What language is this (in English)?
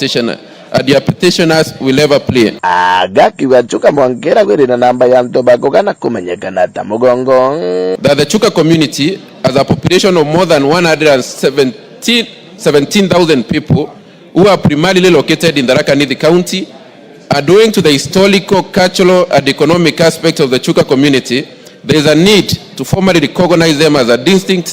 Meru